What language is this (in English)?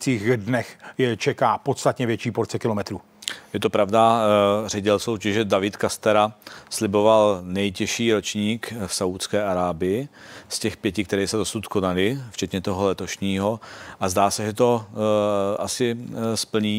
Czech